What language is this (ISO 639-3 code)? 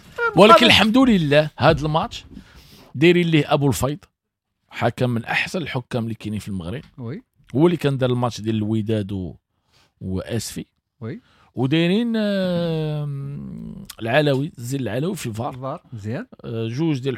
ary